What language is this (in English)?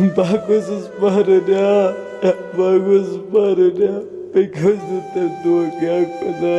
Kashmiri